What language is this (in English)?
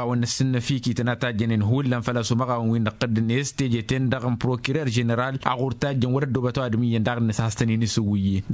Tamasheq